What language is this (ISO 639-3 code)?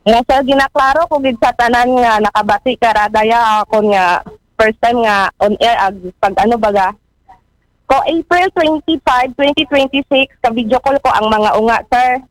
akl